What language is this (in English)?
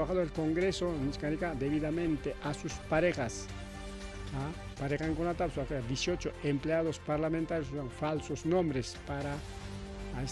Ayacucho Quechua